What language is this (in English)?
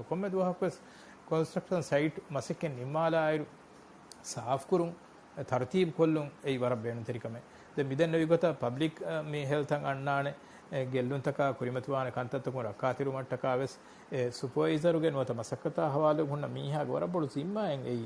Divehi